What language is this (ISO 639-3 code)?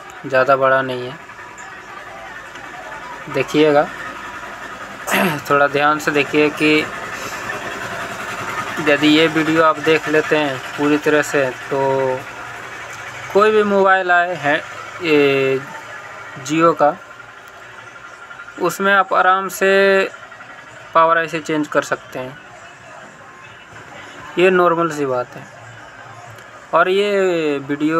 hin